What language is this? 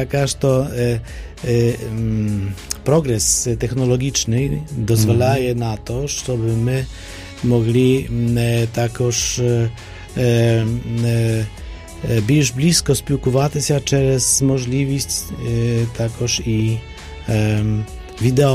Ukrainian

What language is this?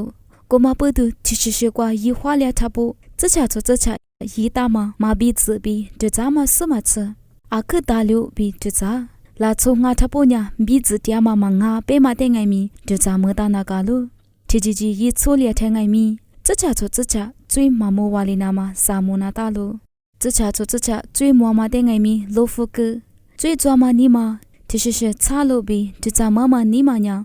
Lisu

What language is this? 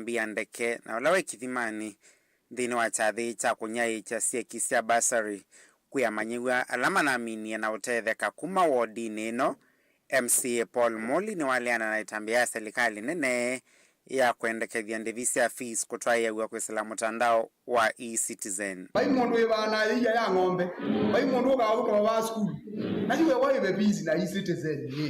Kamba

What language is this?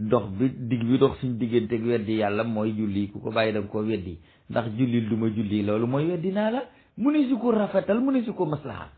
Wolof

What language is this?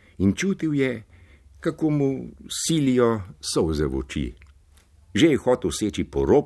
Slovenian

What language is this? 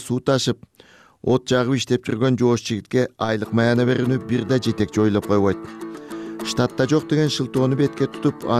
Kyrgyz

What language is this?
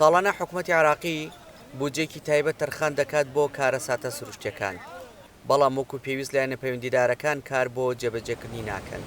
Central Kurdish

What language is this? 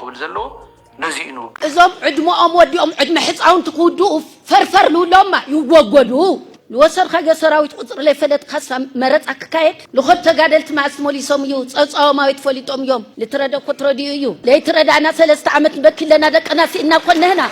Tigrinya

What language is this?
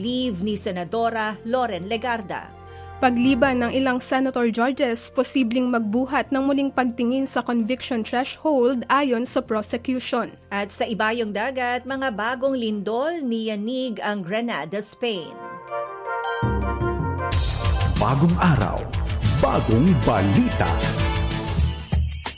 Filipino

